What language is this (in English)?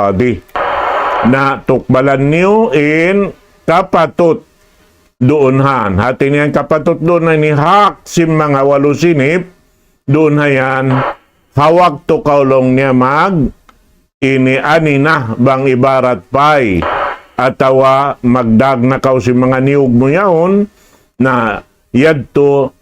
Tausug